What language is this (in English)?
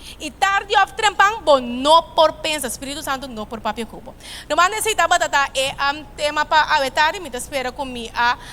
Papiamento